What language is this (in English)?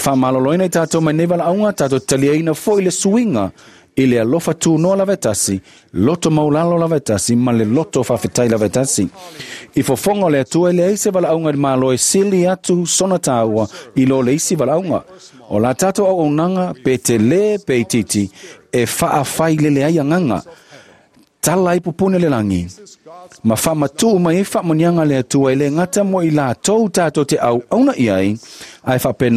Samoan